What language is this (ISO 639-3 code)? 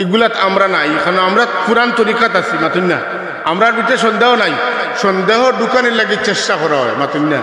syl